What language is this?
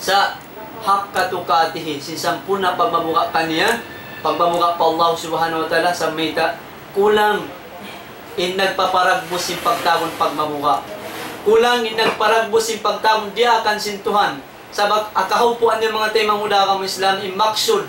Tausug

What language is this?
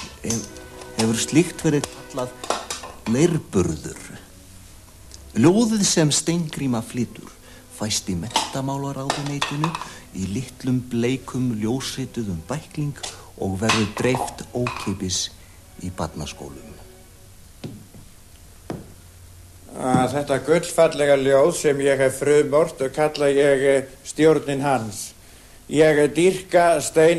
Icelandic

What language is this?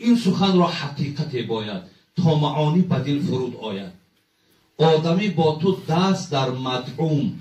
Tajik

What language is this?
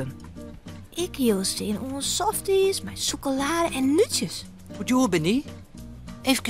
Western Frisian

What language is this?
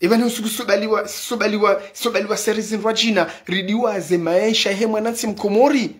Ngazidja Comorian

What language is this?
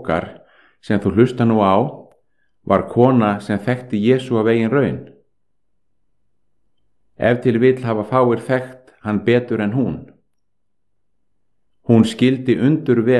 Icelandic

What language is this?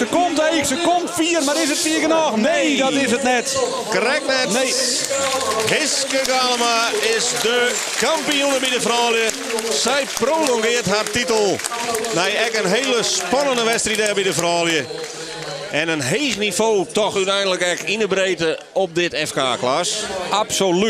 Western Frisian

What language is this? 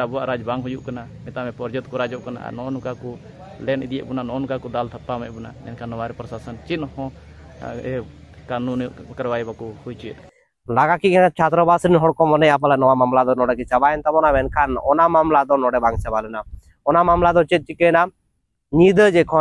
Santali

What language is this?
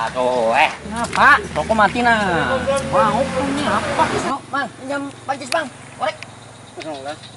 Banjar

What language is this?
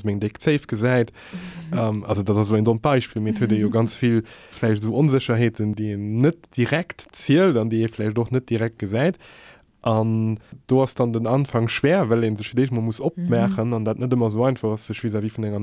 Luxembourgish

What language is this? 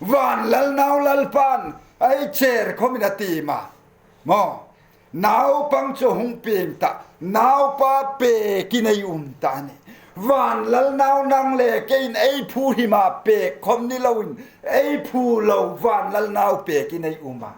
Hmar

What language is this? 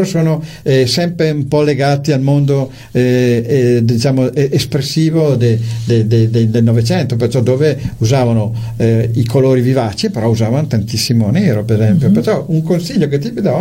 Italian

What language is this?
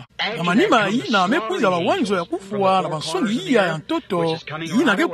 Kituba (Democratic Republic of Congo)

